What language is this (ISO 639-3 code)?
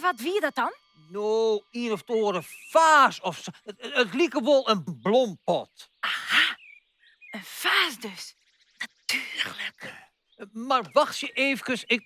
fry